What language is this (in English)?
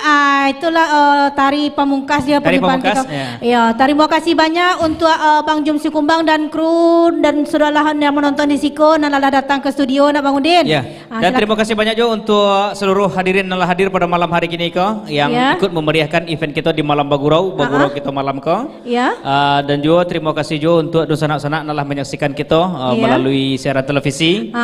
Minangkabau